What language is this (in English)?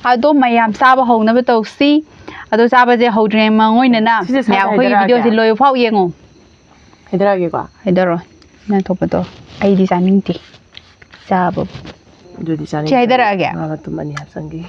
Manipuri